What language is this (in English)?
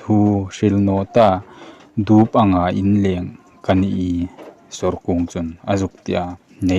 Hmar